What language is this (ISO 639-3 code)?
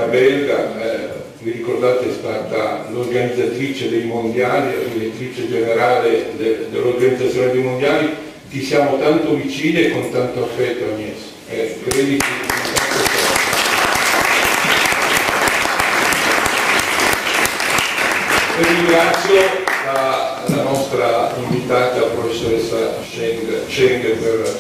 ita